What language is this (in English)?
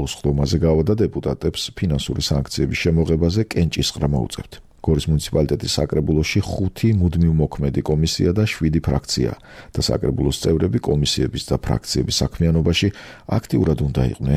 Georgian